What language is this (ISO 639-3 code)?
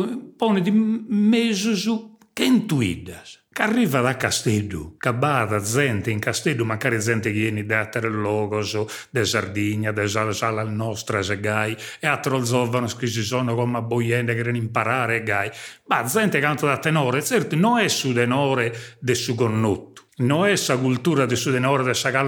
srd